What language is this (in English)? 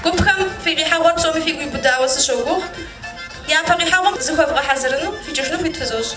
Kabardian